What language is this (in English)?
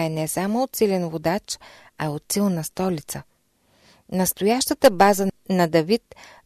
Bulgarian